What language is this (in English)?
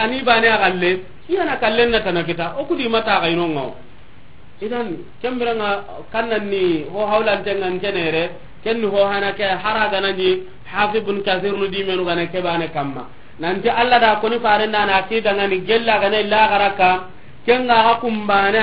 Soninke